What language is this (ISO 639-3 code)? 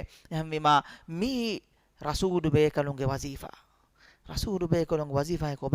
div